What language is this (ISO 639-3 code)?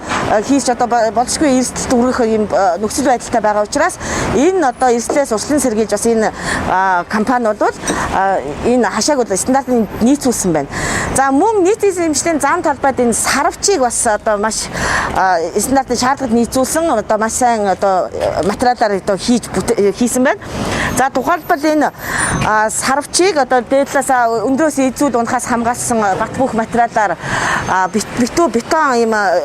mon